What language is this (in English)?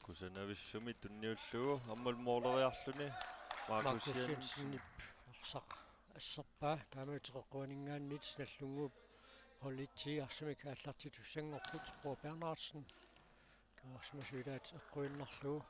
Kalaallisut